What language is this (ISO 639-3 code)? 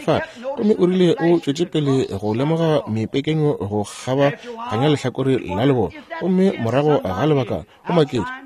nso